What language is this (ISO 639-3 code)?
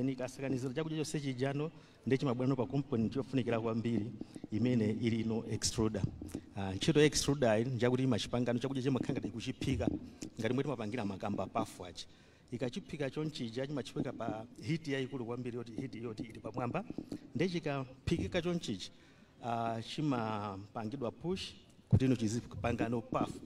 nya